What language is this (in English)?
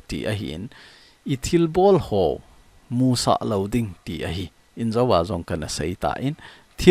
Thado Chin